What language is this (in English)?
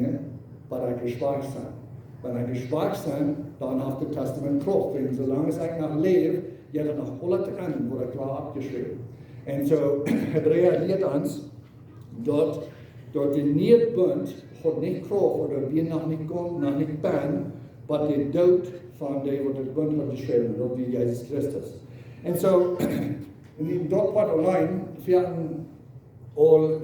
Plautdietsch